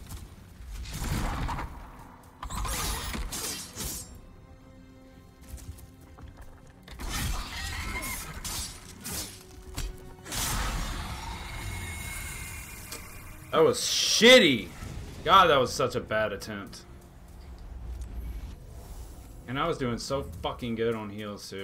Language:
English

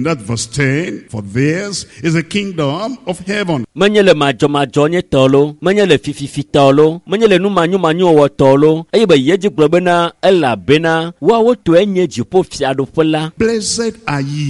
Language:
Ewe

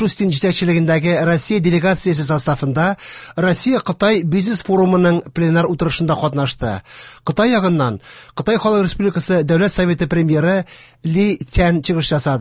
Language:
Tatar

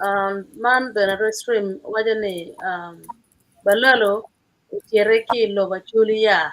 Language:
Acoli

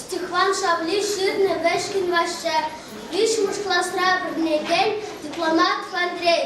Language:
Chuvash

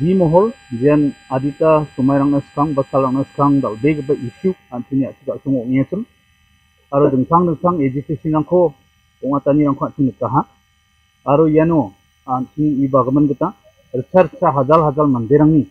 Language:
Garo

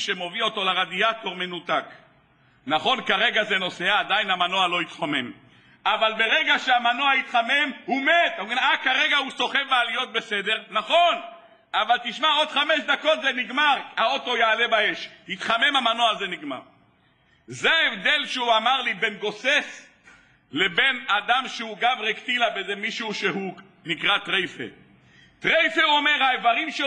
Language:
Hebrew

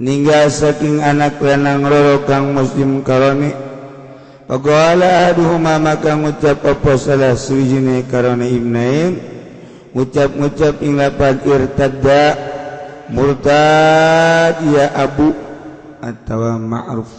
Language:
Sundanese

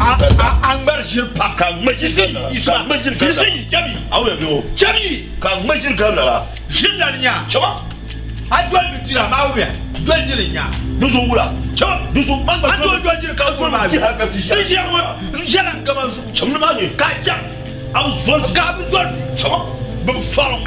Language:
Dagbani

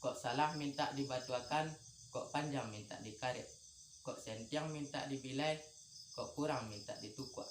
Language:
Minangkabau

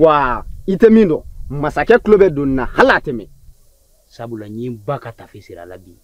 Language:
Bambara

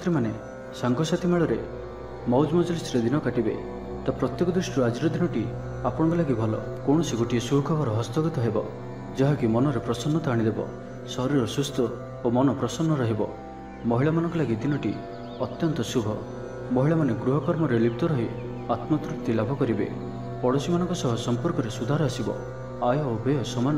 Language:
Odia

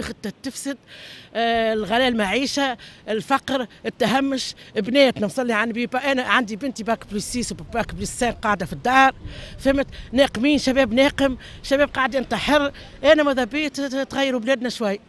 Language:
Tunisian Arabic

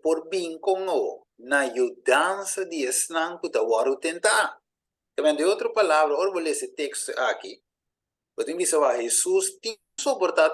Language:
Papiamento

